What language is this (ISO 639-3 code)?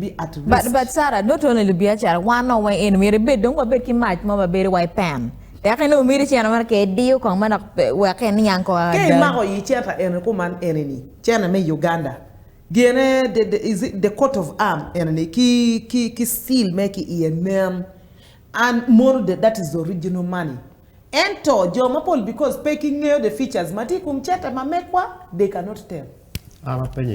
ach